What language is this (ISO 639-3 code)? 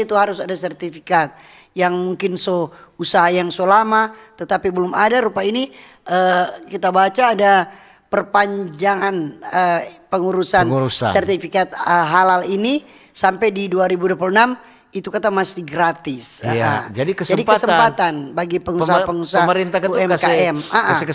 xmm